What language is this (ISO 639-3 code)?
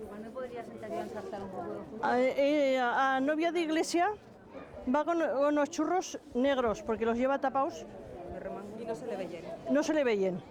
arg